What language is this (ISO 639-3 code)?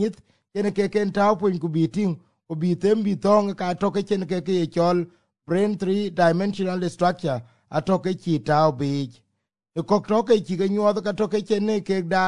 vie